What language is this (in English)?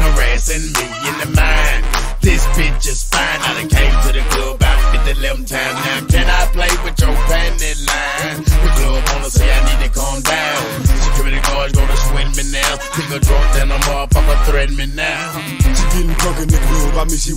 English